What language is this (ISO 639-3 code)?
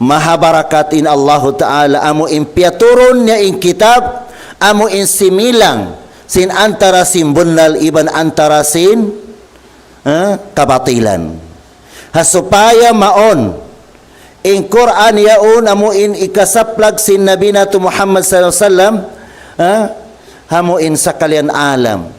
tsg